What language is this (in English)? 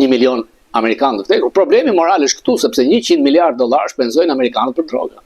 Albanian